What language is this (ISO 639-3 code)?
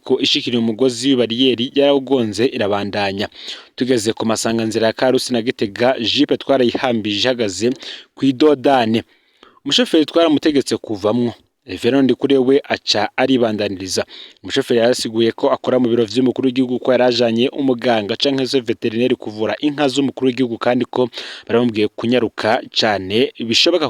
run